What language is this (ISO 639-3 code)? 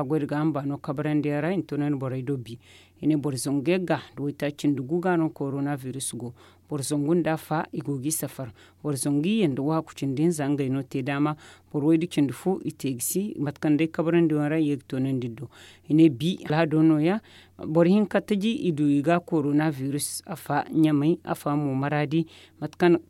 dje